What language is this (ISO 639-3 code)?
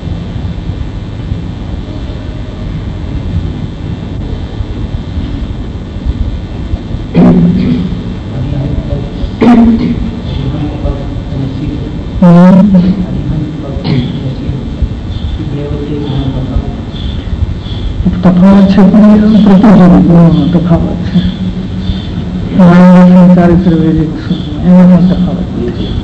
guj